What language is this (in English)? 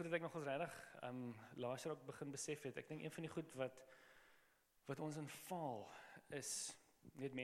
Afrikaans